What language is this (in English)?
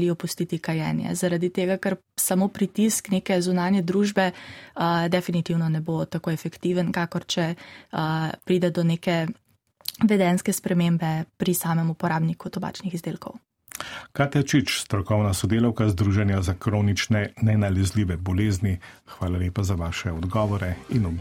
Slovenian